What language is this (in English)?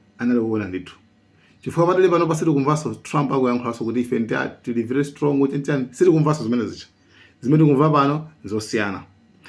Nyanja